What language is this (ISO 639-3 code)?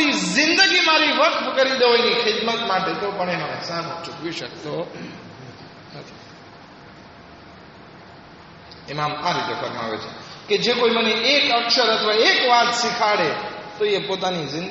guj